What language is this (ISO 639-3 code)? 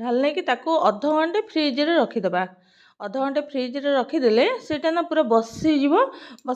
ori